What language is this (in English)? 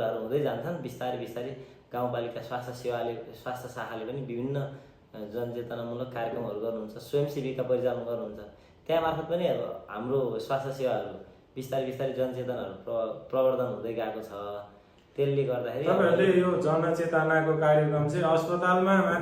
Nepali